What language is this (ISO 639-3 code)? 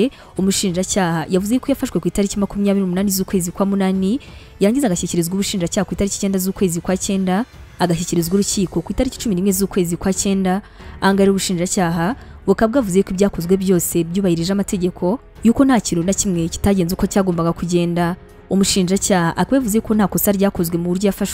kin